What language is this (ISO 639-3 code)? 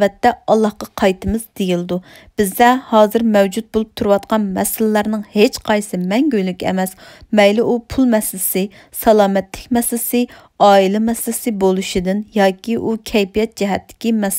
uig